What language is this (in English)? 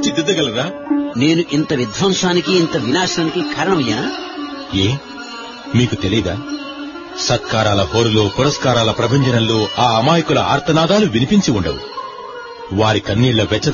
Telugu